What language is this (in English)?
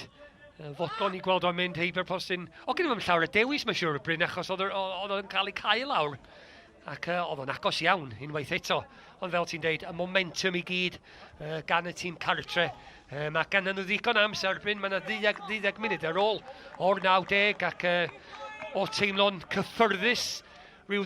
Welsh